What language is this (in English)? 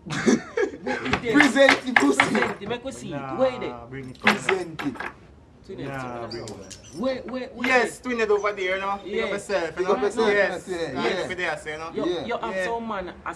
Jamaican Creole English